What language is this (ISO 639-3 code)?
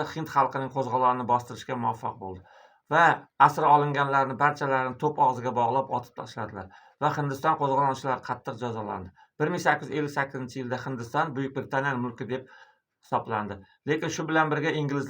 uzb